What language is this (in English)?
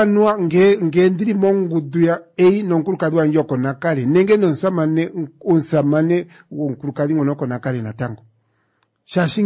Kuanyama